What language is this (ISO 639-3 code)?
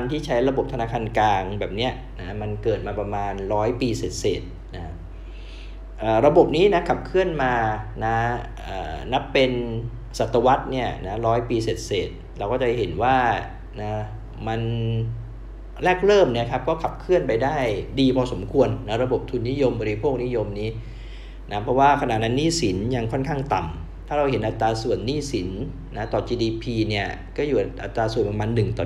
tha